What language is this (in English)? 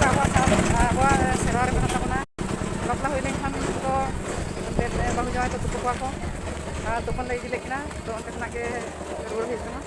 Santali